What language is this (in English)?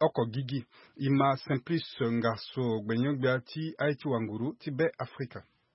Sango